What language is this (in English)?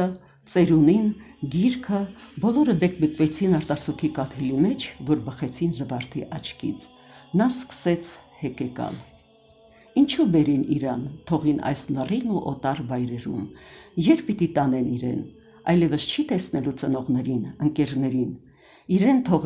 Armenian